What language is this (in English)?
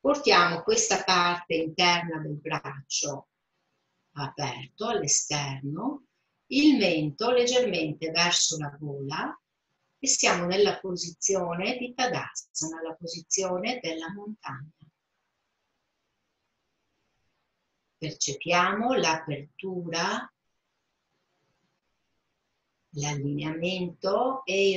Italian